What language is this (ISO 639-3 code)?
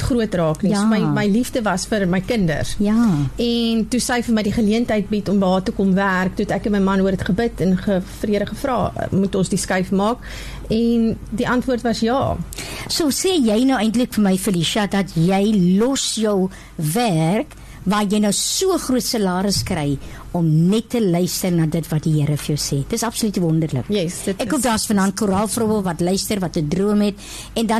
afr